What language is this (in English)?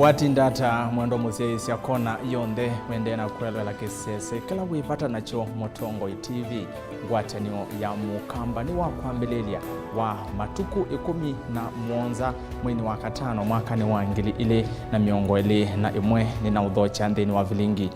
Kamba